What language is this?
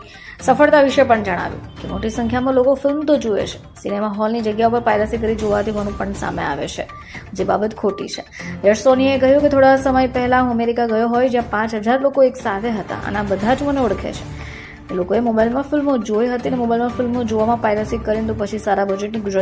Gujarati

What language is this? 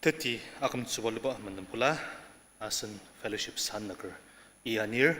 Ao Naga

